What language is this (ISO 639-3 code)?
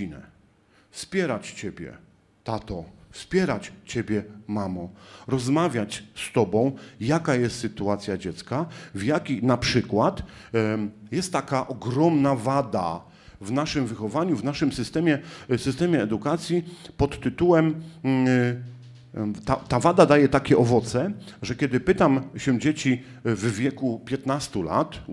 pol